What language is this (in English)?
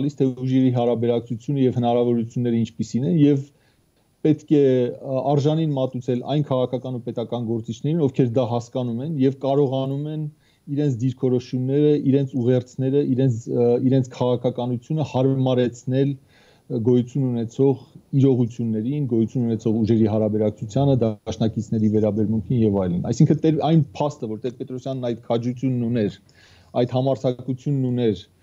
Armenian